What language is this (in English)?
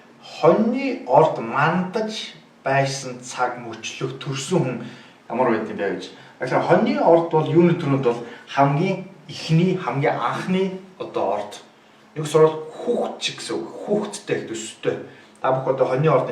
Mongolian